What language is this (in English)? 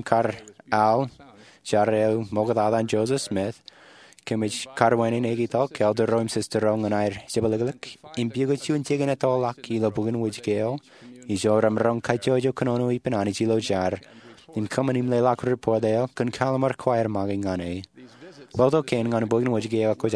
Marshallese